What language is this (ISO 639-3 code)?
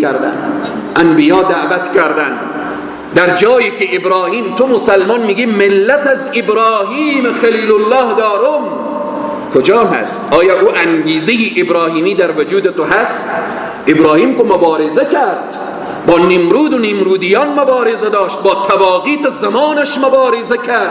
fas